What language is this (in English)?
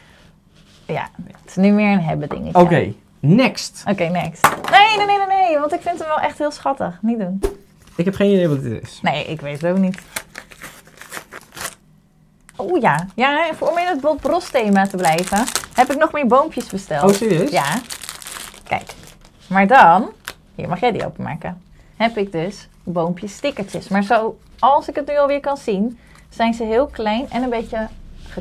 Dutch